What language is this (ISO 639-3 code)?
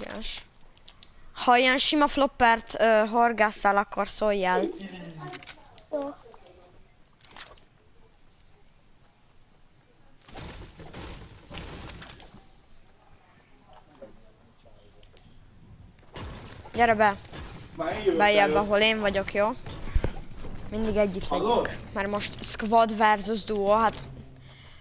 hun